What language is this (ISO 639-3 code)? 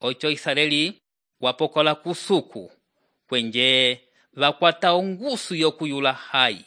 umb